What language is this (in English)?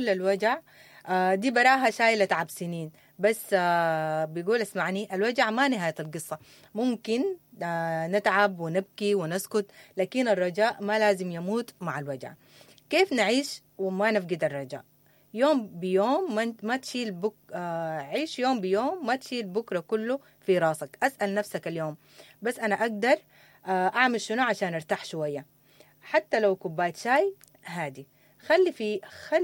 Sudanese Arabic